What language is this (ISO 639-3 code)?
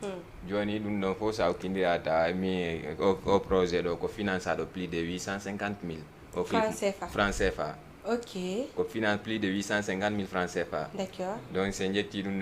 ful